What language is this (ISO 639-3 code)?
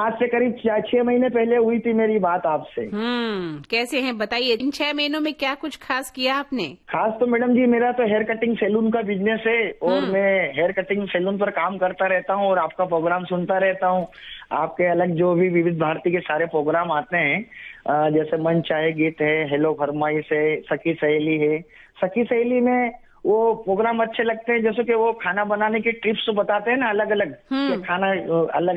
hin